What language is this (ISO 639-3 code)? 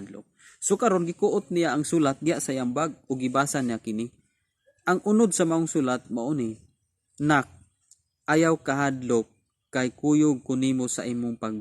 ceb